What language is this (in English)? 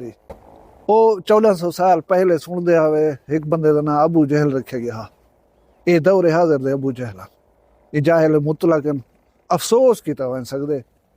Saraiki